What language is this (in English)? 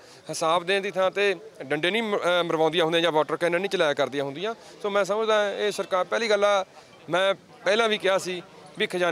Punjabi